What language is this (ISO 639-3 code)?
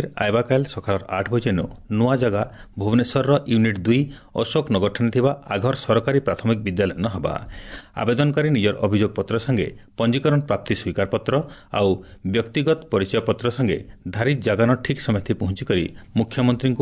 ori